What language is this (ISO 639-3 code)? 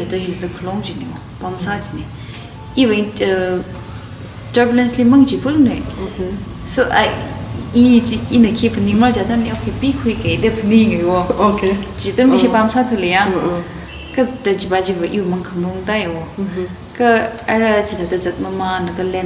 nmf